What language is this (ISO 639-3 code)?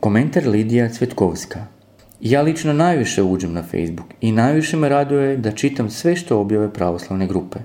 srp